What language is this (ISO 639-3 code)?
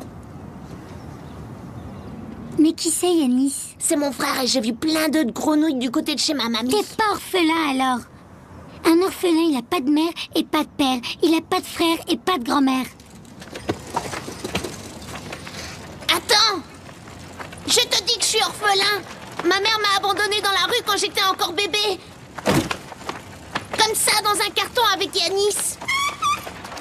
fra